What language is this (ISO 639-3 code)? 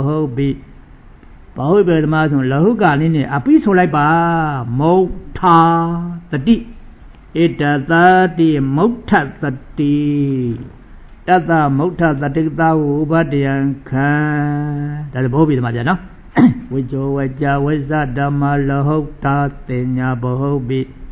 mya